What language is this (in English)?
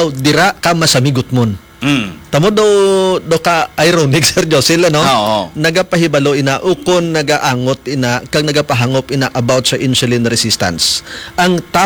Hiligaynon